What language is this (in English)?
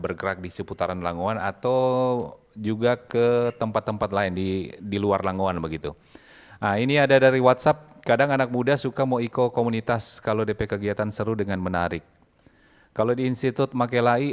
Manado Malay